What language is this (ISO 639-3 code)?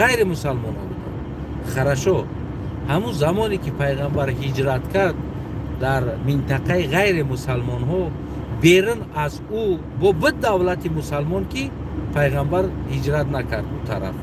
tgk